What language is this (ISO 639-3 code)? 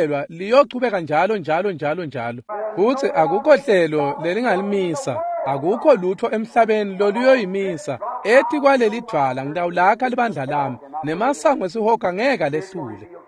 ssw